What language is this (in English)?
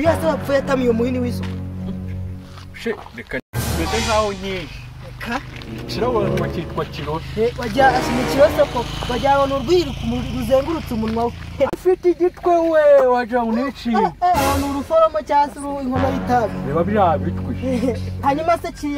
Kinyarwanda